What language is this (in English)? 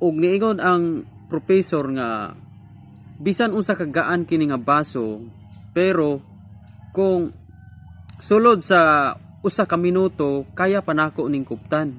Cebuano